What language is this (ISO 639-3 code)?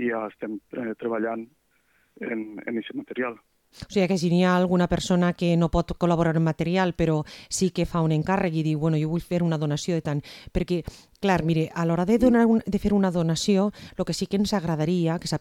cat